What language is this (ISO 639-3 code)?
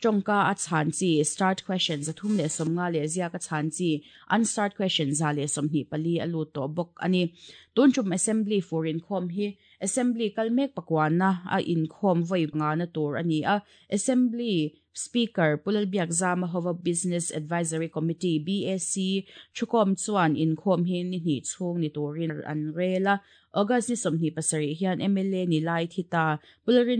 lus